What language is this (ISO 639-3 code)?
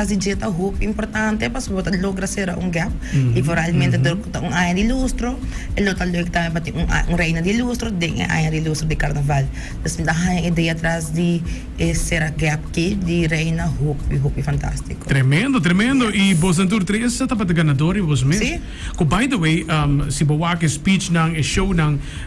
pap